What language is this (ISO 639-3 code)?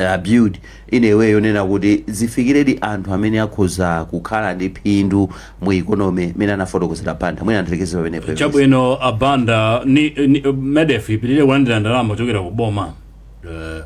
nya